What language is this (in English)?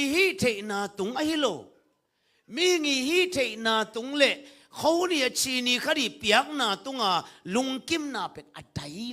Tedim Chin